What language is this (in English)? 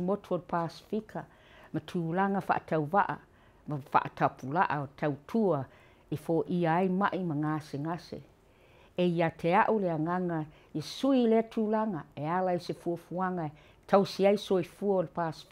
Samoan